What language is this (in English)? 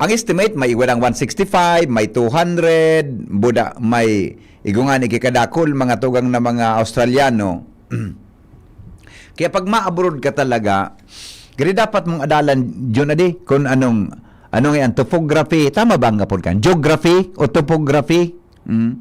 Bikol